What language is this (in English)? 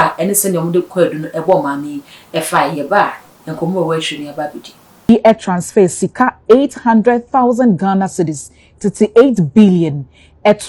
Akan